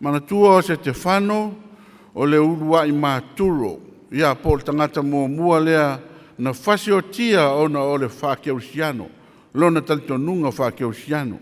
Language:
Samoan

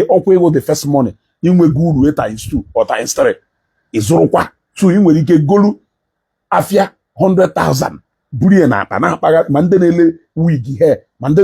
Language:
Igbo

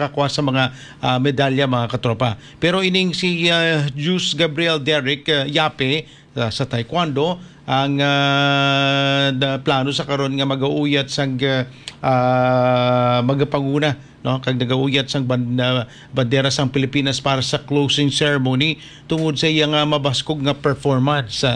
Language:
Hiligaynon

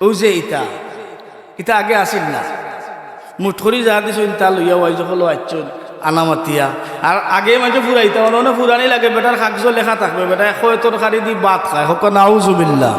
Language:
Sylheti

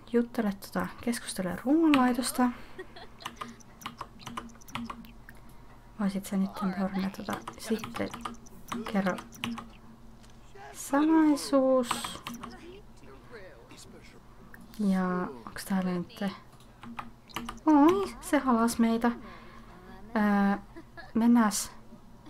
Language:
Finnish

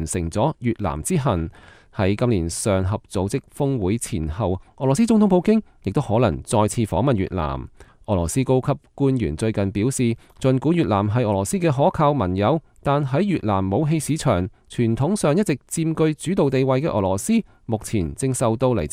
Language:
Cantonese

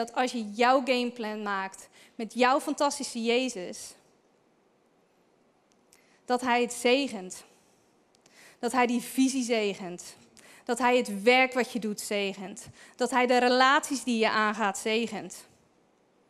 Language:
Dutch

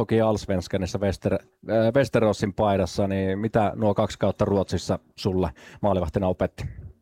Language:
Finnish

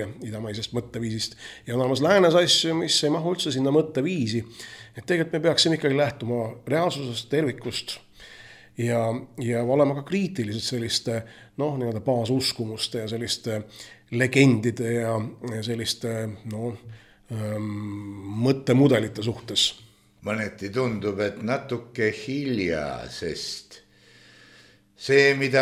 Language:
Estonian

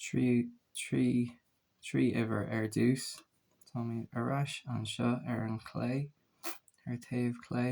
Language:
Irish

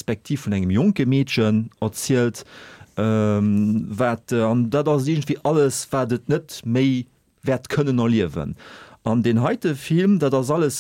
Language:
Luxembourgish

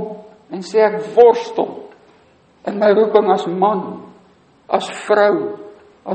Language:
Afrikaans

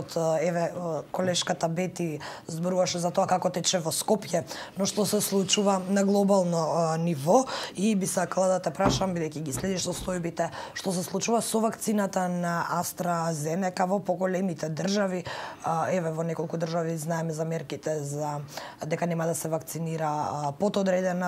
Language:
Macedonian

